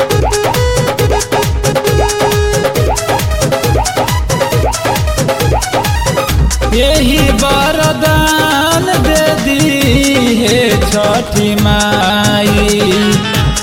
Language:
Bhojpuri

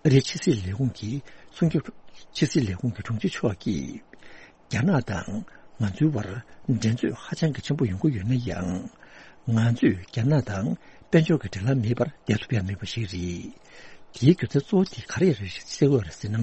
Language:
Tibetan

